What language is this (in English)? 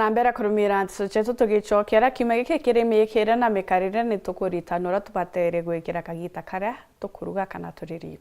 Meru